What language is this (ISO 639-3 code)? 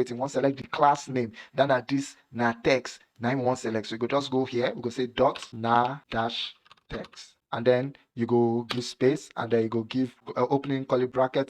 pcm